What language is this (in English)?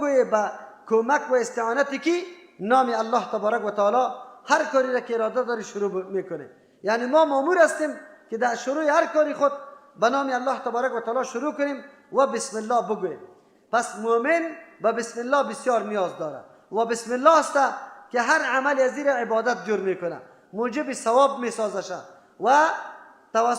Persian